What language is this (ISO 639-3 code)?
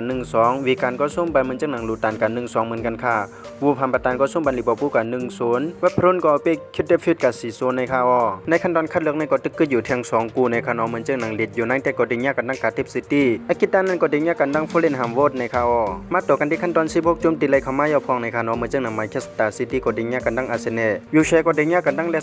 shn